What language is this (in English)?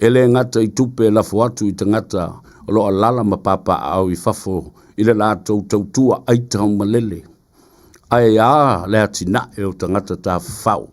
Samoan